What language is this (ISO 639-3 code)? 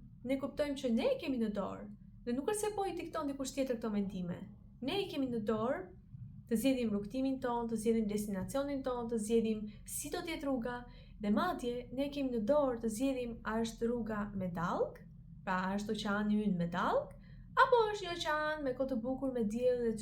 sqi